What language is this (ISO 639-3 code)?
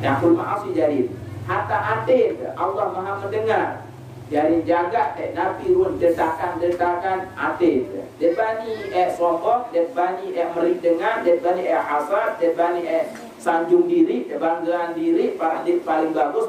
sas